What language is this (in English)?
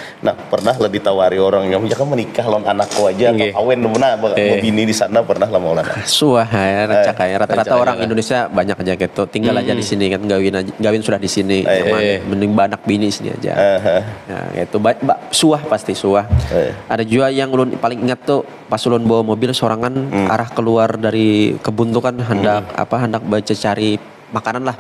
Banjar